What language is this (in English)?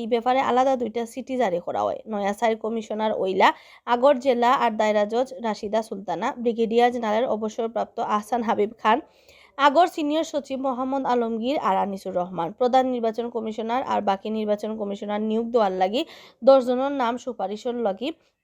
Sylheti